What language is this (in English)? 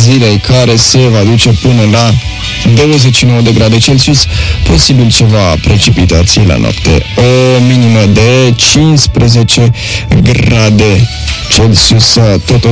Romanian